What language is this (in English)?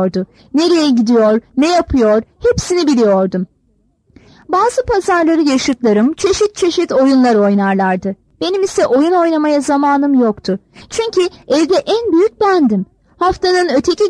Turkish